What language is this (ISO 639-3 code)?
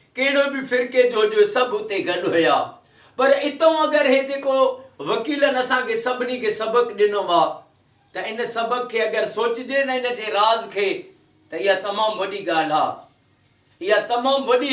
snd